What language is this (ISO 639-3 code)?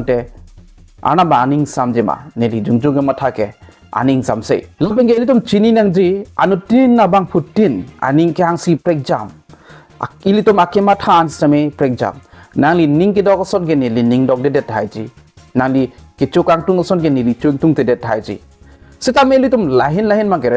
mjw